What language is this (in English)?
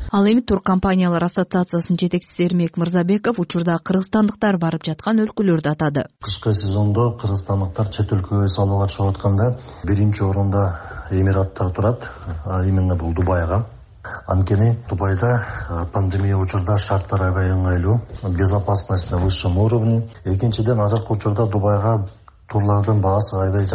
Kyrgyz